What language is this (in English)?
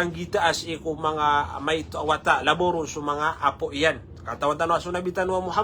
Maranao